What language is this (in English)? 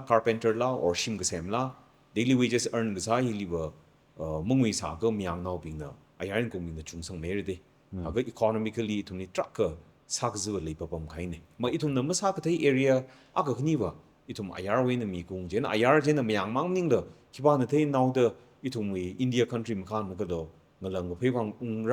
Tangkhul Naga (India)